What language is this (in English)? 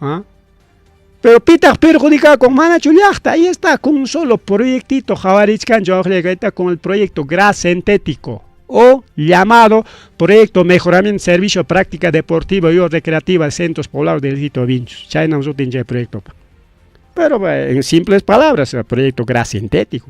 Ayacucho Quechua